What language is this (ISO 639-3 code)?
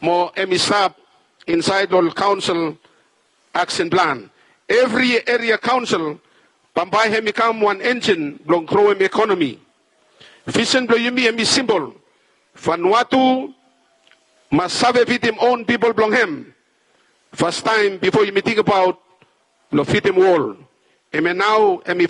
bis